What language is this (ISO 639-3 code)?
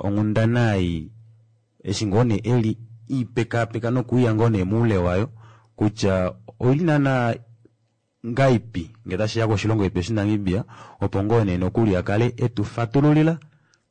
kua